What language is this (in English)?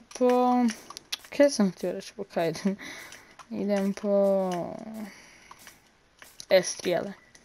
Croatian